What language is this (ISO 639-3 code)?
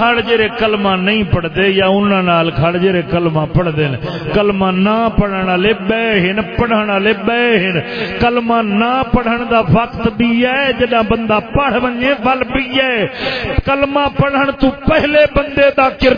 skr